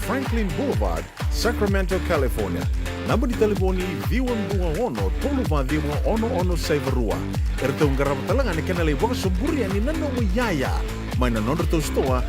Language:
Fijian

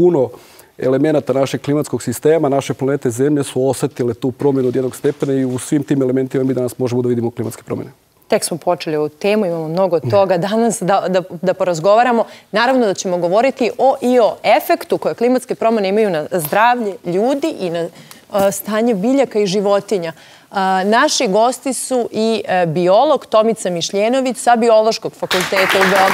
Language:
Serbian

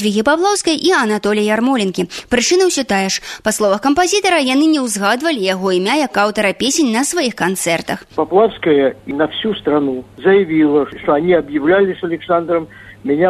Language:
Belarusian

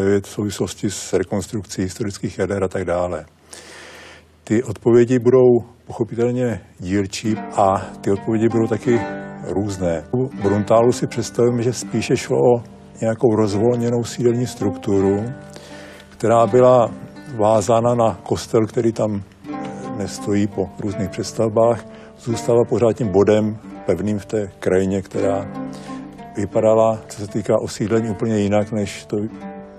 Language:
Czech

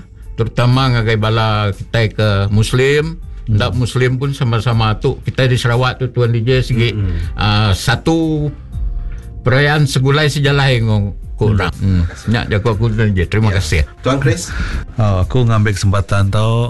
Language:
Iban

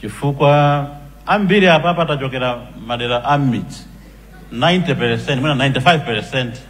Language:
Nyanja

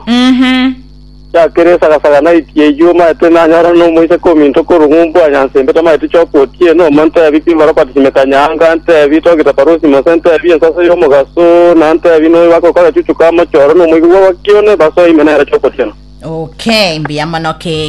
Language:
Gusii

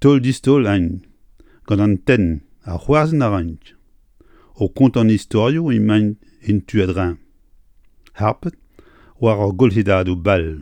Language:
Breton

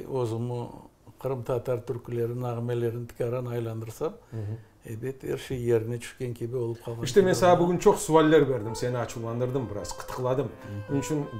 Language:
Crimean Tatar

